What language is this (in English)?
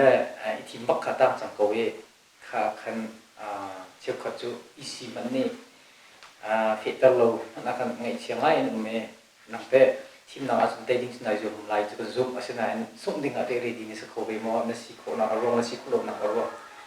Hakha Chin